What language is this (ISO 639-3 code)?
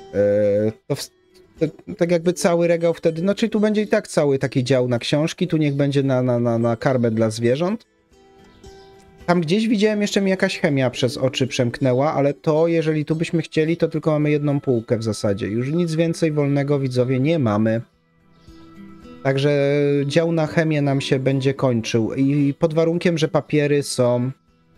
pol